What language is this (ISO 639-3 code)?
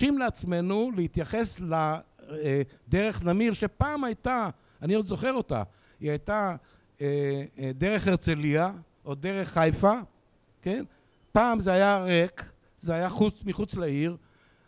heb